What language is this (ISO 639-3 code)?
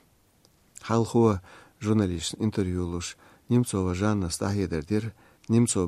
che